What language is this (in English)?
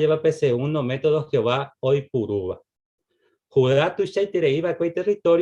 Guarani